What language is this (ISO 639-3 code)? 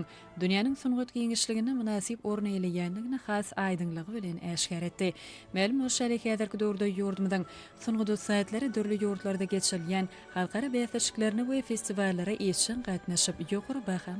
tuk